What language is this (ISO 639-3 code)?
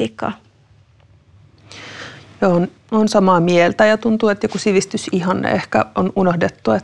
fin